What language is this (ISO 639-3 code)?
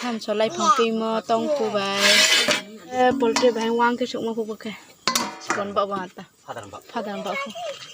ria